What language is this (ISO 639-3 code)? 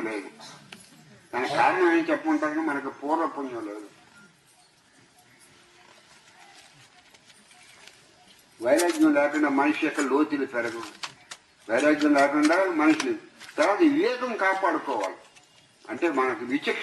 tel